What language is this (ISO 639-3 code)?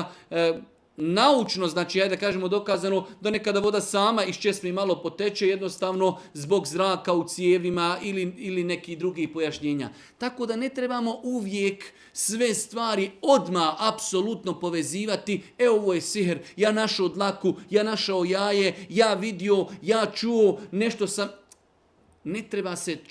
bos